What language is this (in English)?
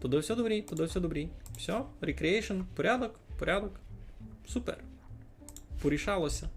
Rusyn